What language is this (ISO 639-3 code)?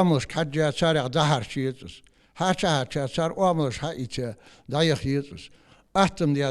inh